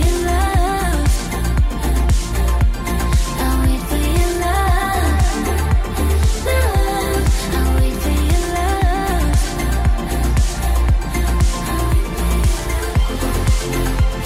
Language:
Danish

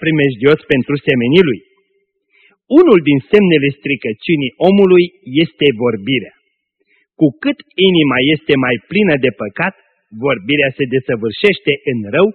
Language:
Romanian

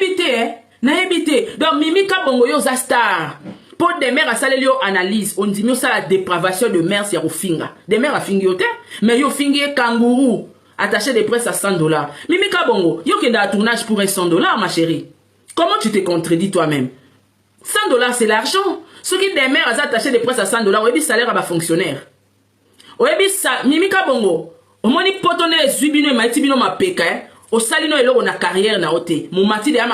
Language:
Lingala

